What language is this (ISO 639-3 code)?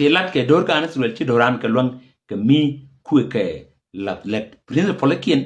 nus